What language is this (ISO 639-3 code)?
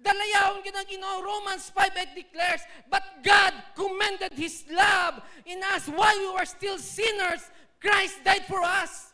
hil